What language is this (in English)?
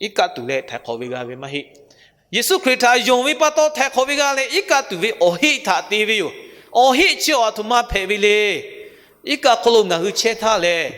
Lahu